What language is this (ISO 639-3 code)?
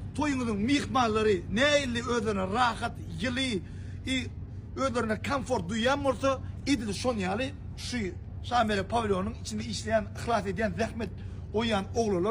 tuk